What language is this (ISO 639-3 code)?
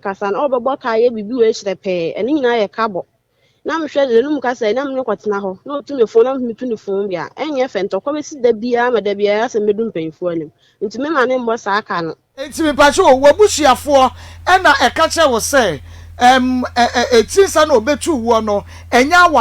aka